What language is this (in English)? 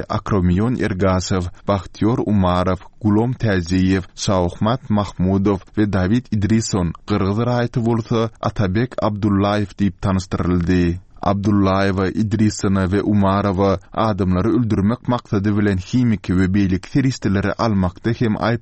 Turkmen